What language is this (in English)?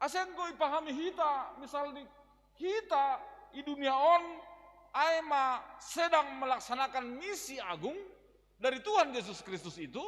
Batak Simalungun